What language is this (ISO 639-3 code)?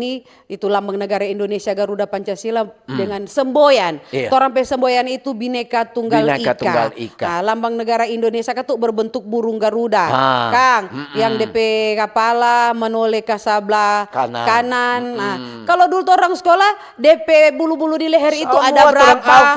xmm